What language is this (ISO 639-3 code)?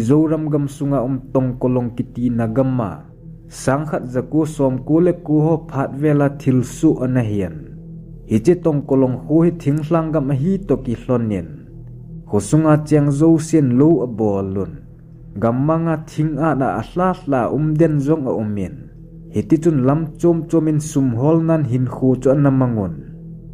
tcz